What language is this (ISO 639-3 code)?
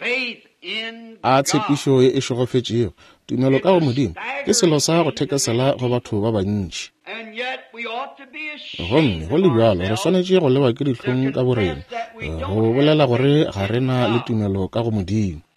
nso